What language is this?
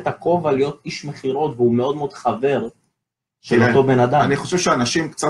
Hebrew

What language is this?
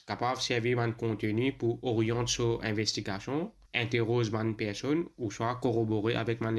Morisyen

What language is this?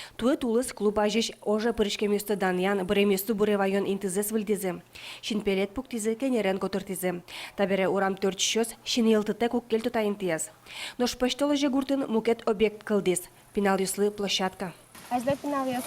Udmurt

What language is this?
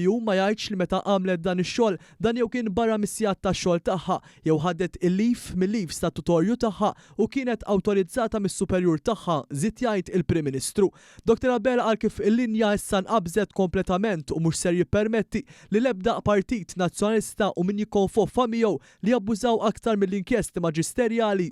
Maltese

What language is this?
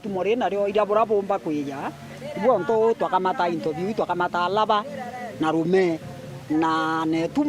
Meru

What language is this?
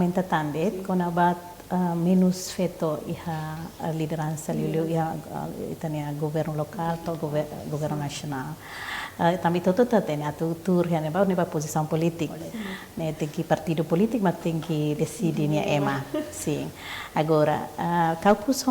Tetum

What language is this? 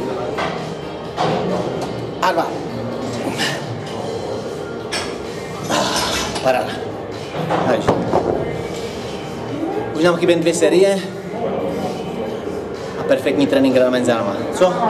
Czech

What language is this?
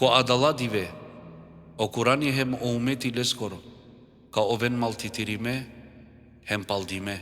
Balkan Romani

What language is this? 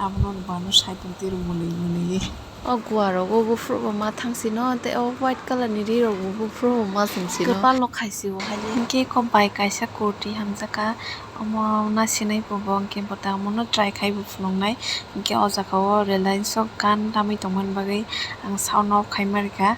Kok Borok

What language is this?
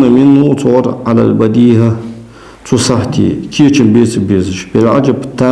Ingush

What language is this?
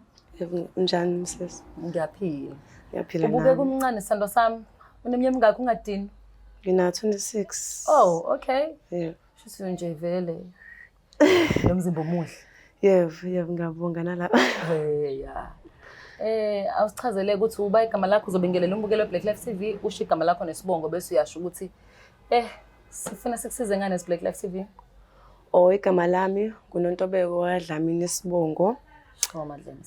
Zulu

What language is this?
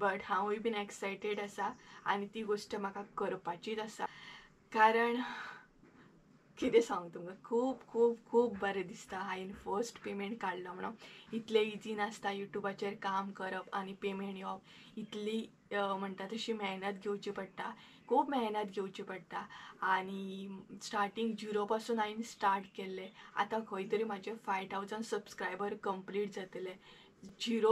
Konkani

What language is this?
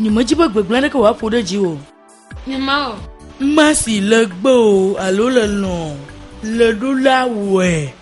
Ewe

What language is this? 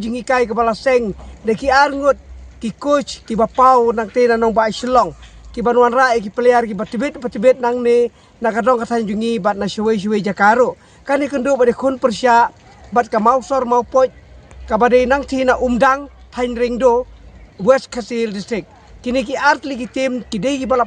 Khasi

